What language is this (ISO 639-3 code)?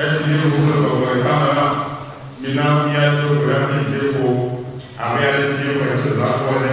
ewe